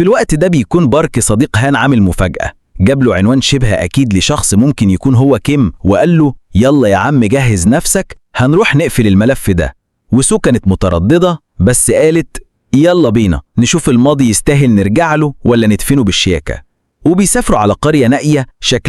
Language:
Egyptian Arabic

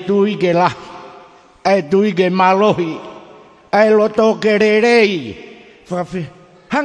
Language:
Tongan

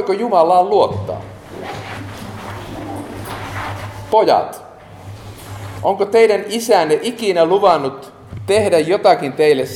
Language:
Finnish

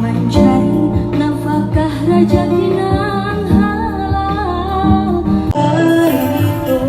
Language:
Banjar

